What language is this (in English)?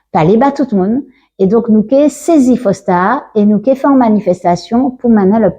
Guadeloupean Creole French